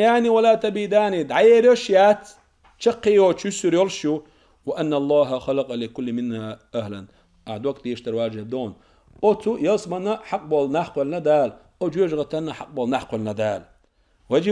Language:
Chechen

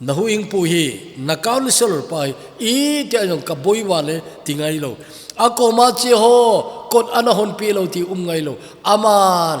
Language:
Thado Chin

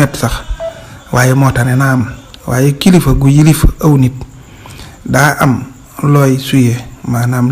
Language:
Wolof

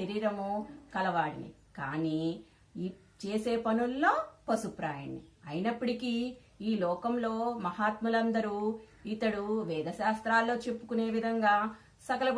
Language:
Telugu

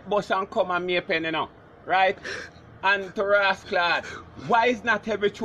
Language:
Jamaican Creole English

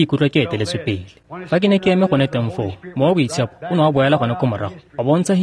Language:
Tswana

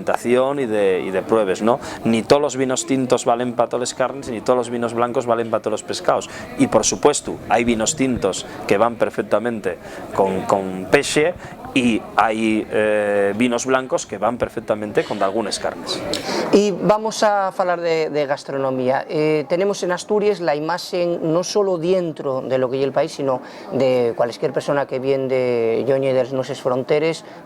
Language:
Asturian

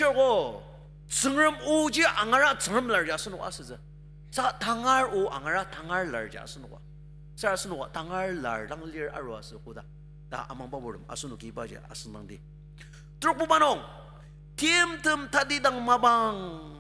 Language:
Ao Naga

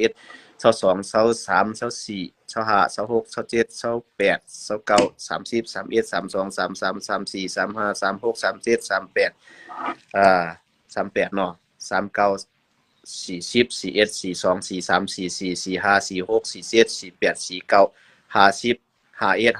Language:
Shan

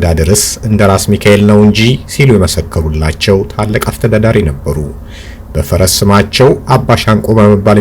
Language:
Amharic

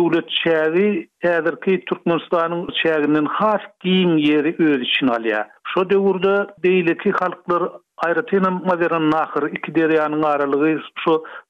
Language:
Turkmen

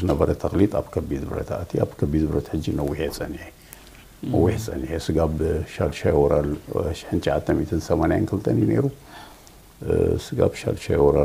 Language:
Tigrinya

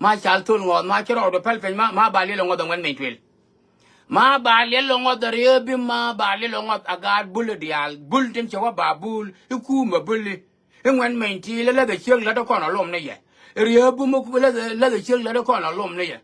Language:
Nuer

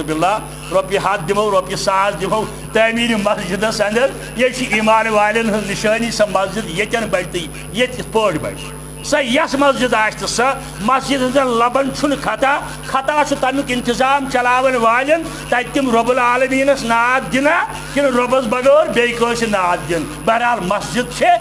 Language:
Kashmiri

